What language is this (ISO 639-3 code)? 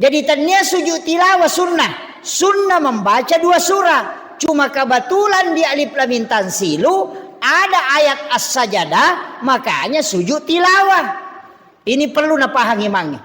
bug